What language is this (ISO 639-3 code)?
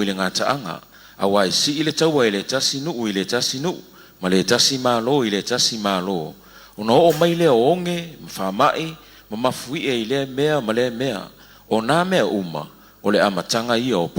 smo